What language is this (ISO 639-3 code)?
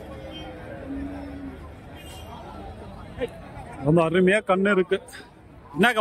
tam